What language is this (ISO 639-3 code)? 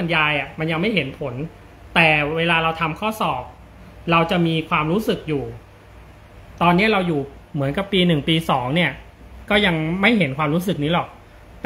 tha